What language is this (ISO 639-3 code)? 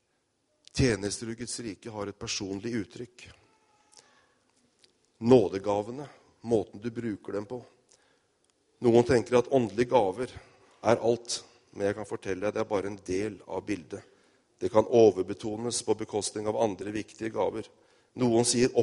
nor